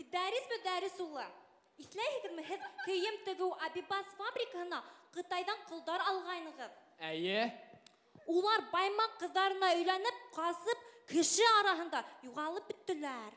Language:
Bashkir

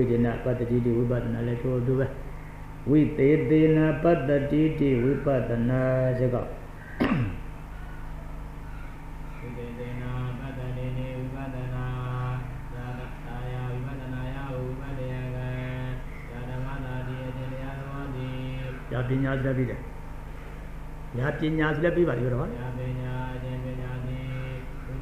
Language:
Burmese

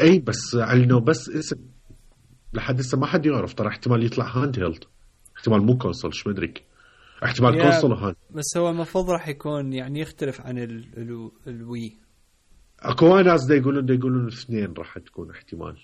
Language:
Mesopotamian Arabic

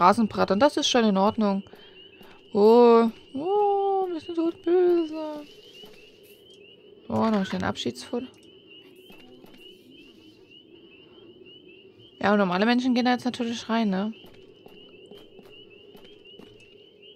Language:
German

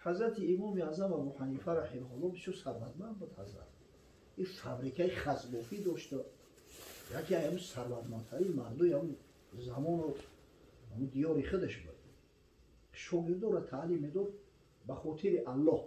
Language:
Tajik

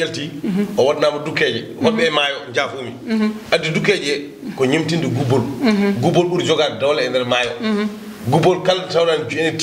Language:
Fula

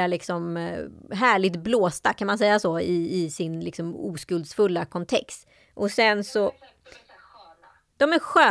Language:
Swedish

